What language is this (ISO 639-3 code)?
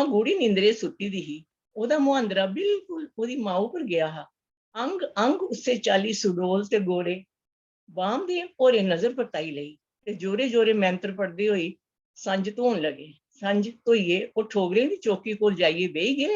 doi